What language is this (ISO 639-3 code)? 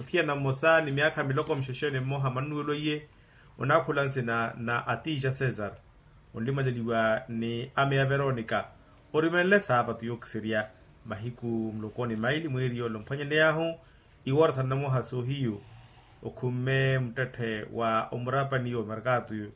vmw